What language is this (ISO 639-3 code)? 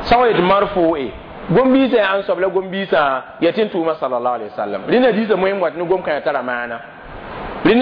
mos